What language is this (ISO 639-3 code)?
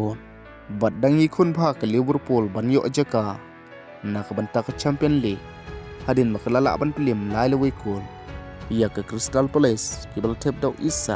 kha